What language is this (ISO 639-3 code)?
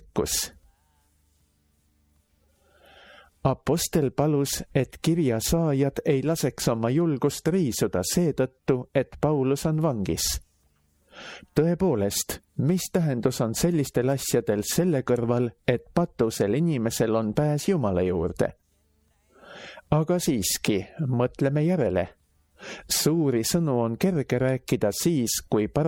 est